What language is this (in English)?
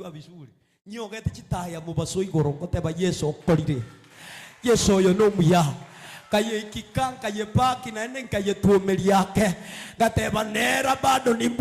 Gusii